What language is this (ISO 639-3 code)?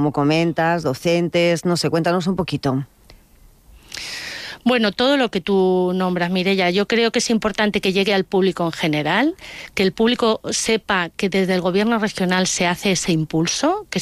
spa